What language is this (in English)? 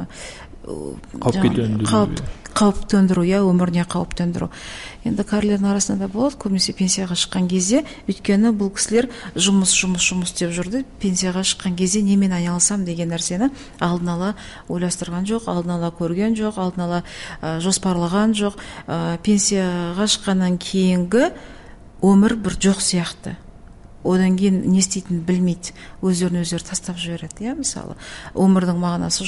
Kazakh